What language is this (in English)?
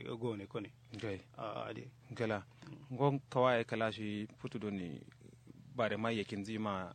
Kanuri